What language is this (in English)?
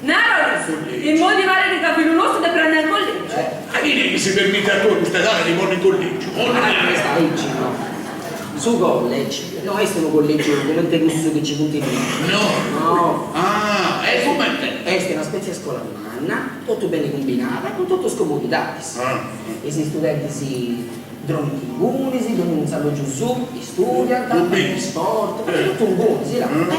Sardinian